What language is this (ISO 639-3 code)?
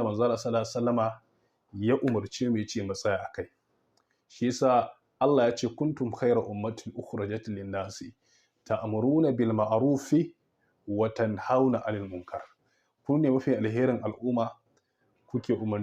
hau